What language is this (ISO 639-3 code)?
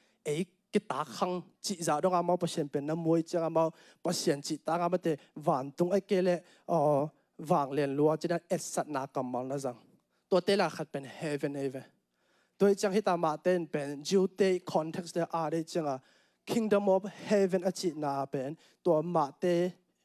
ctd